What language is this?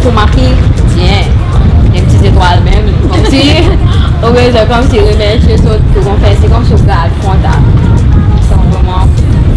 Seselwa Creole French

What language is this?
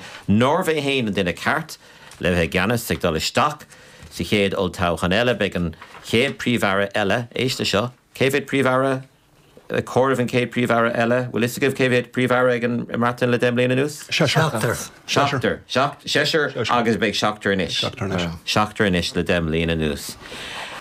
Irish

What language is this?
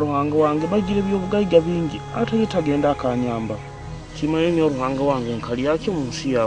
Nyoro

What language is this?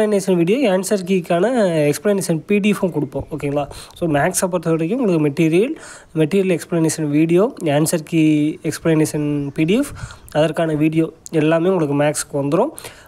Tamil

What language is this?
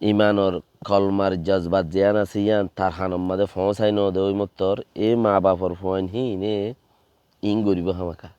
Rohingya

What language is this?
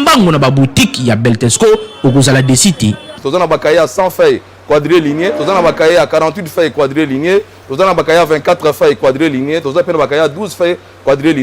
Lingala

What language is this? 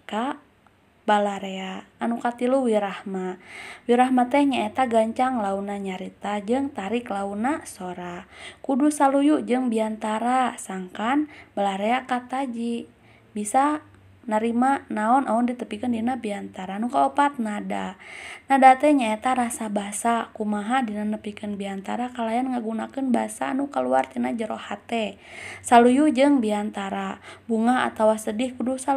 Sundanese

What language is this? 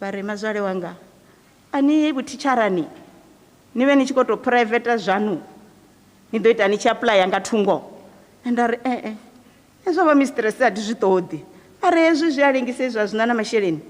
Venda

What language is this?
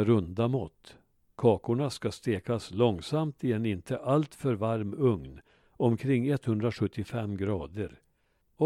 Swedish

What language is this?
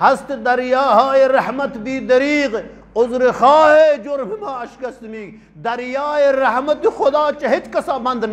Eastern Balochi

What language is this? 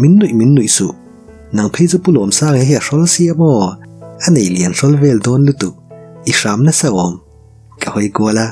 Mizo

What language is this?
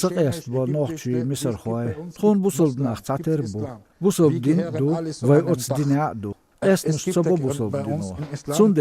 Chechen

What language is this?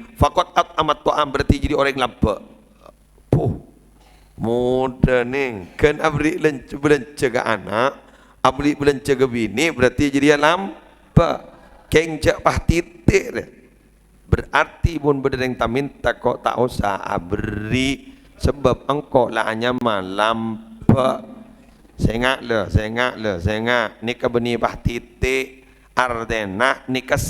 Madurese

